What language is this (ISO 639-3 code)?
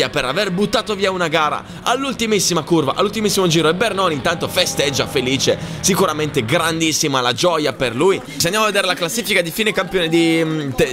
ita